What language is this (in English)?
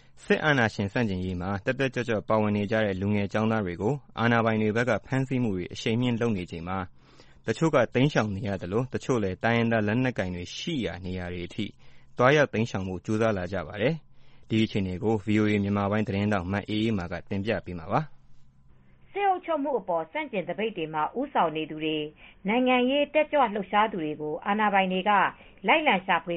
Burmese